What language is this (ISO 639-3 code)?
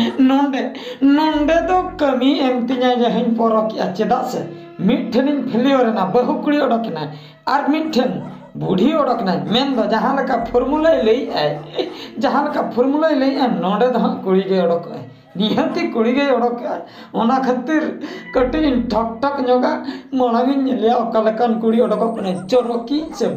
sat